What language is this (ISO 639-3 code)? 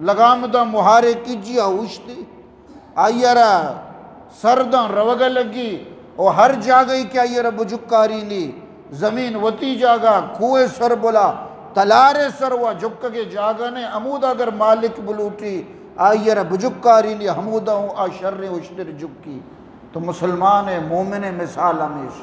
bgp